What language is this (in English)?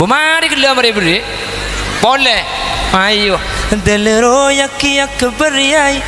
Madurese